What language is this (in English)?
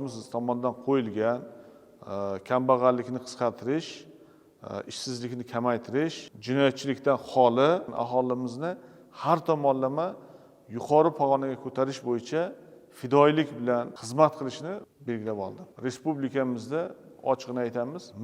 Uzbek